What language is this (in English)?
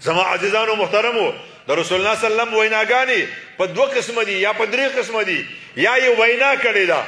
Pashto